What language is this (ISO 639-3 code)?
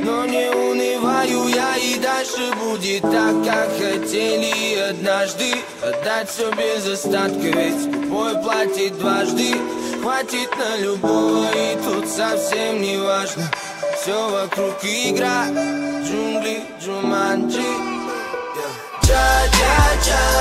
rus